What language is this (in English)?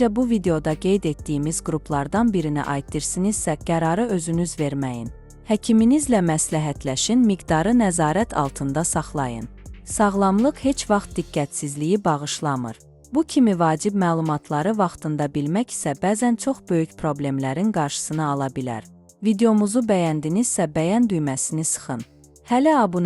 Azerbaijani